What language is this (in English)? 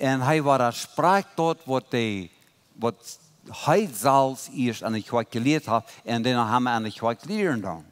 Plautdietsch